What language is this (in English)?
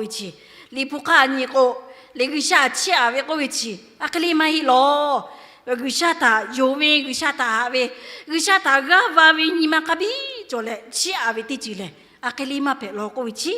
Lahu